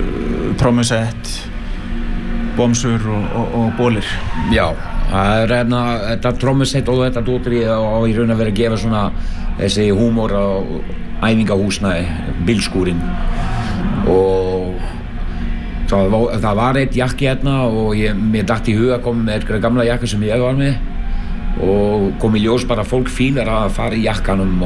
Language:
Icelandic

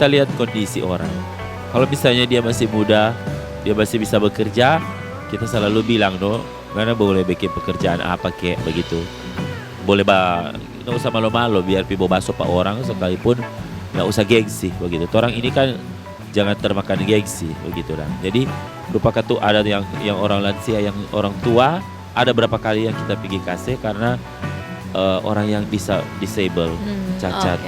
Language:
Manado Malay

